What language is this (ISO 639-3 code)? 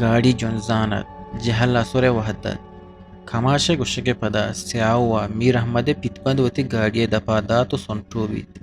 bgp